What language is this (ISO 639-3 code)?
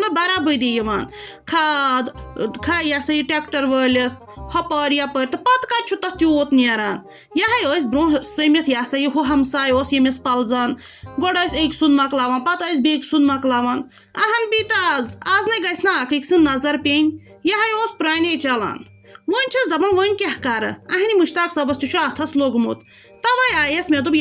kas